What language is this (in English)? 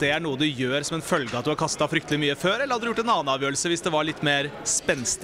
Norwegian